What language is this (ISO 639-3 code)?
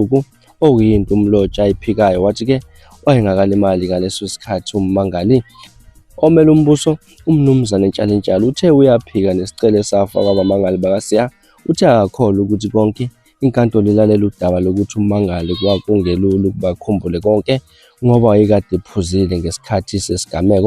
zul